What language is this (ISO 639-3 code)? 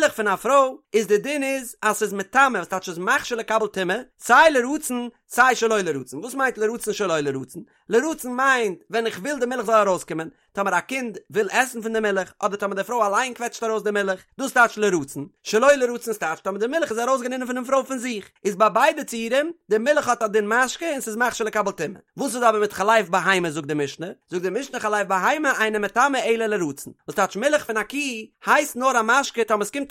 yid